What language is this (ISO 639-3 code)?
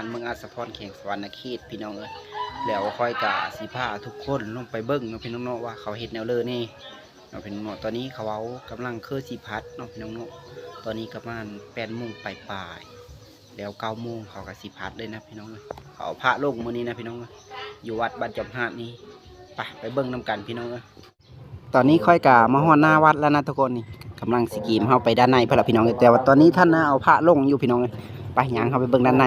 lao